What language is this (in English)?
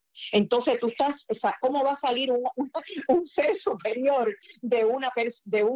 Spanish